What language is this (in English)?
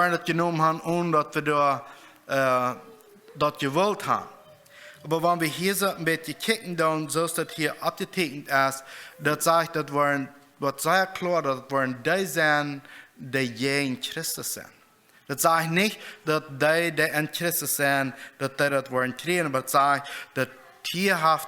Plautdietsch